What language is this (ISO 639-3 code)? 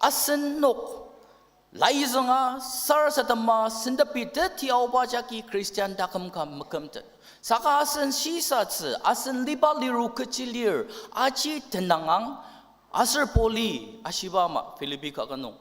njo